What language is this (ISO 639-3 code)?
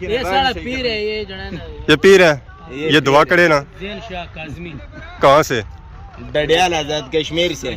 phr